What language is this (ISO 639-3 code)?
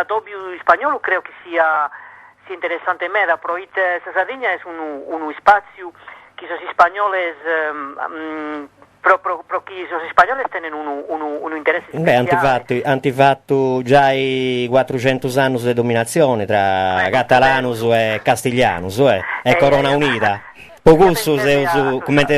srd